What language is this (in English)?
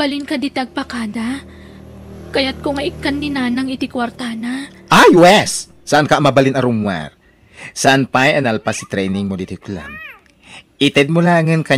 Iloko